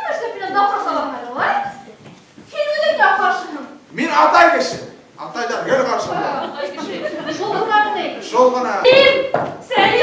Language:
Bashkir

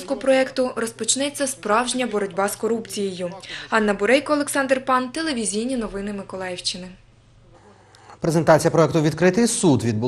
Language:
Ukrainian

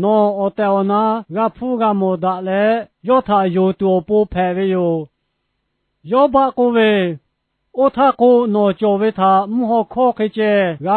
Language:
Lahu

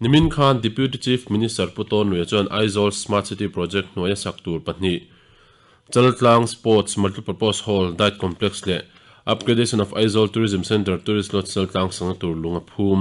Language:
Mizo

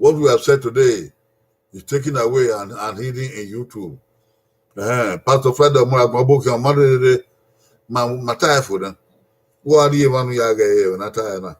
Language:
Bini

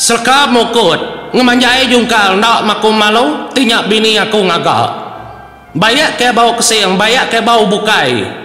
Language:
Iban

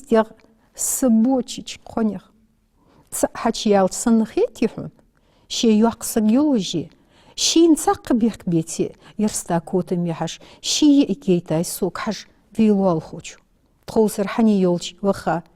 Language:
Ingush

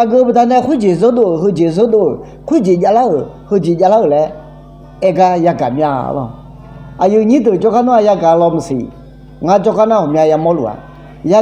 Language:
Akha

